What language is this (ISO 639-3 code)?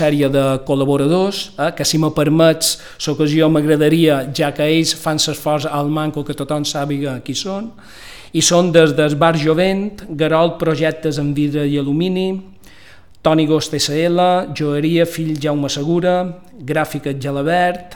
cat